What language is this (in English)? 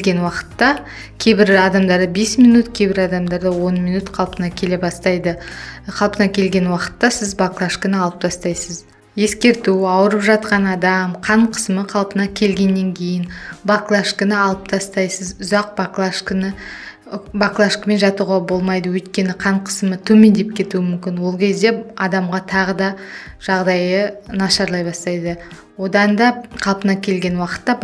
Kazakh